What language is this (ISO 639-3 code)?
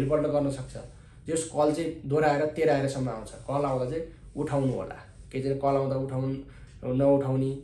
nep